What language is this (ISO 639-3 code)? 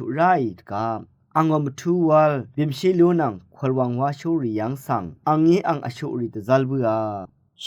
raw